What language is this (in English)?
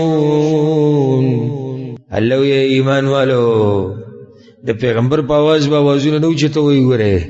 Pashto